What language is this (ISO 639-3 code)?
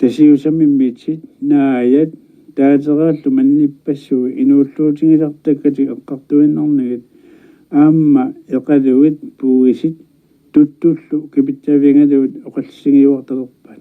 kal